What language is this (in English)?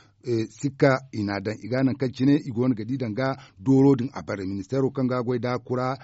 Zarma